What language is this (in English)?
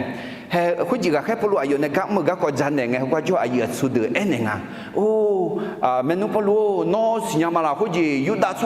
Akha